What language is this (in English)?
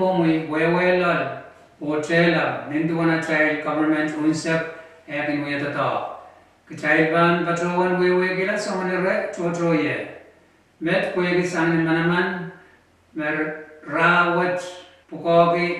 Pohnpeian